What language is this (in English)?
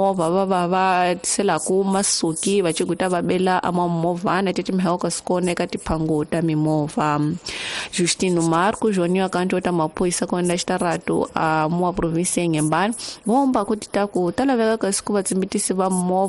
Tsonga